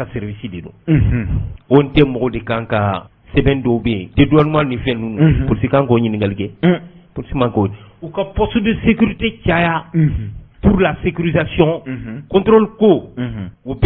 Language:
Bambara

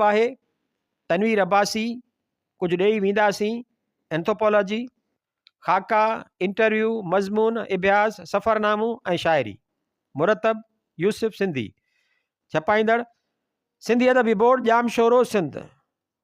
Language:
Sindhi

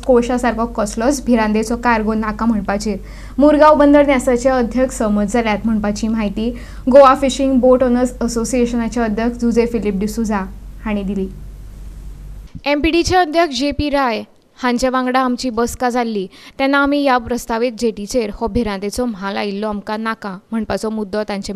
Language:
Konkani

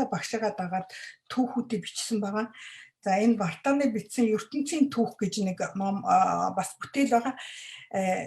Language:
Mongolian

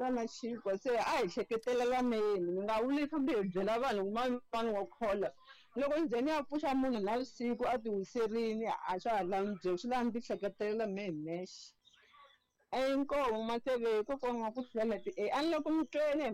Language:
Tsonga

